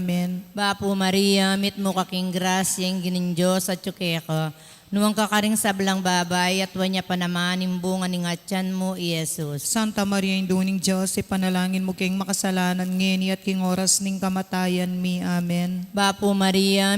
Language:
Pampanga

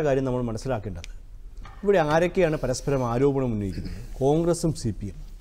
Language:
Malayalam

